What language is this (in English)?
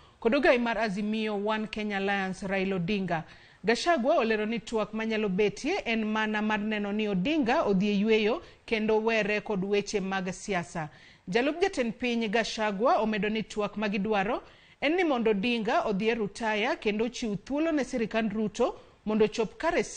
Luo (Kenya and Tanzania)